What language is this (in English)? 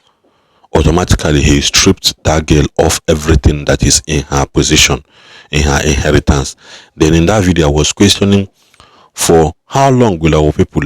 Igbo